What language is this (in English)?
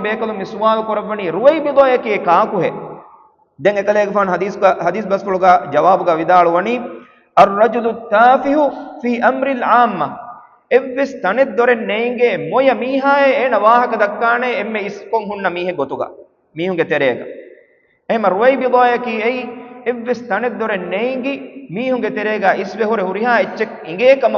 Divehi